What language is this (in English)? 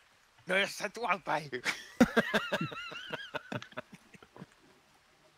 Finnish